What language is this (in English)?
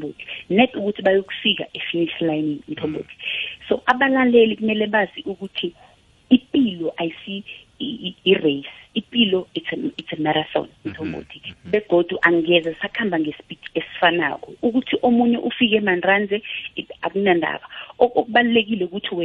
South Ndebele